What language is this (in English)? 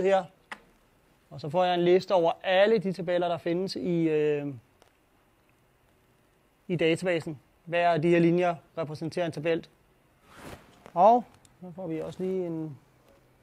Danish